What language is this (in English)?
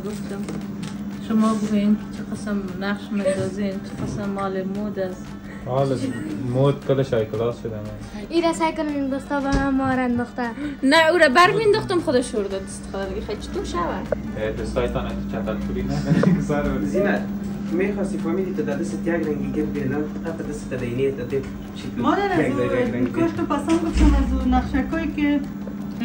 Persian